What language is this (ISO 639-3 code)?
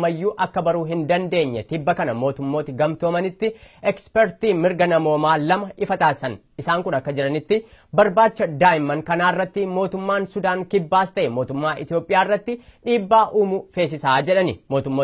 orm